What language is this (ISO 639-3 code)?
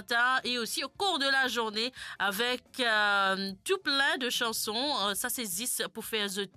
mfe